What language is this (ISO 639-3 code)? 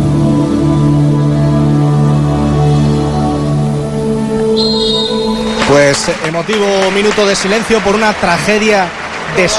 spa